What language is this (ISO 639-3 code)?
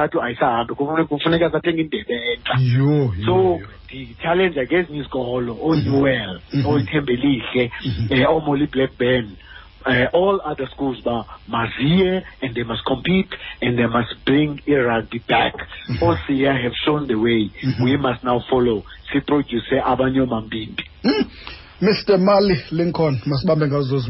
xho